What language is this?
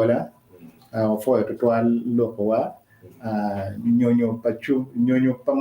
Acoli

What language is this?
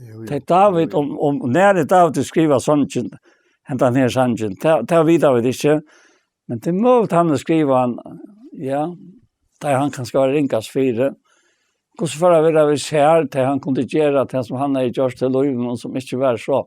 Faroese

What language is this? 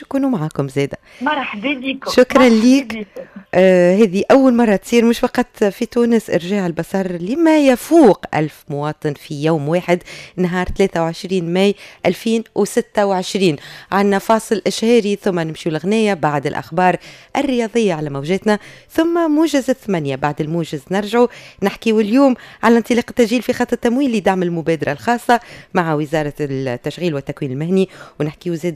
Tunisian Arabic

